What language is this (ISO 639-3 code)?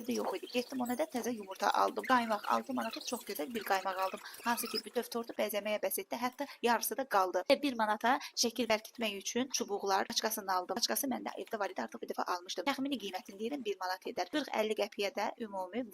aze